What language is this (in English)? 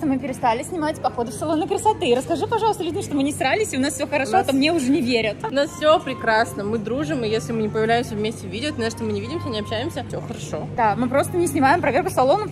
Russian